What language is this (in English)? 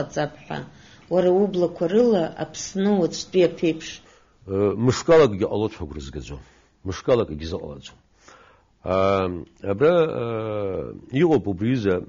Abkhazian